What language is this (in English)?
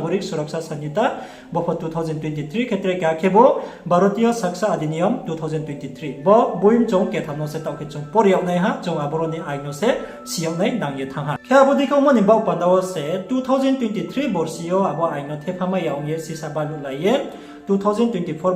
Riang (India)